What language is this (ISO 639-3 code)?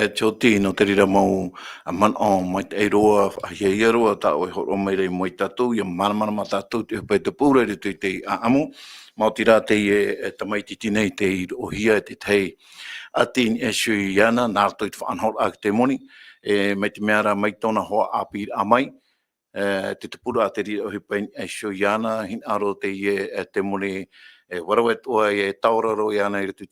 tah